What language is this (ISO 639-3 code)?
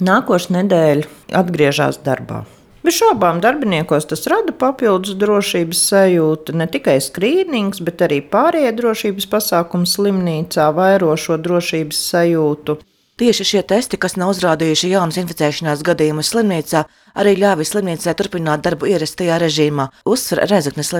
lav